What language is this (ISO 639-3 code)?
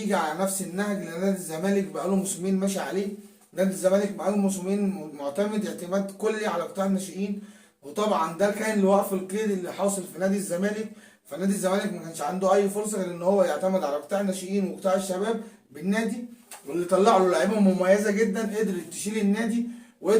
arz